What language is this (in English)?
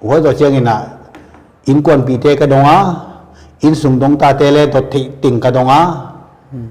Paite Chin